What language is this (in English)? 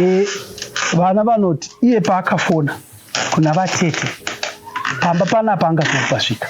Shona